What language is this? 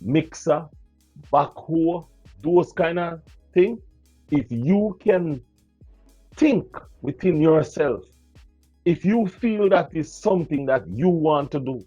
Jamaican Creole English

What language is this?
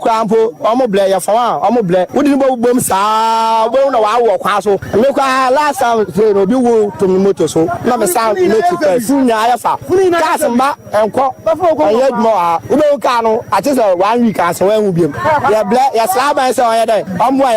Akan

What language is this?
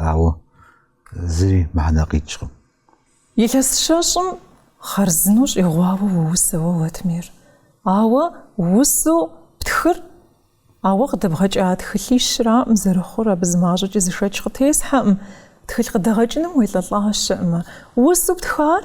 Kabardian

